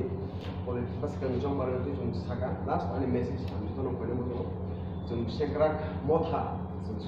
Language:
Kok Borok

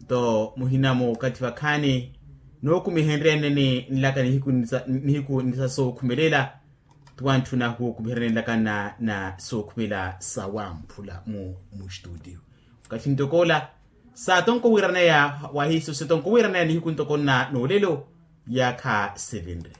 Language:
Makhuwa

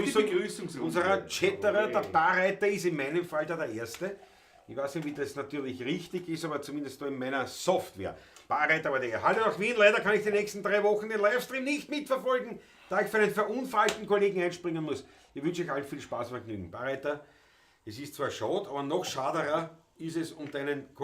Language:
Bavarian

